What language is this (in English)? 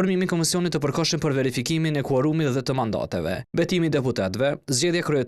Albanian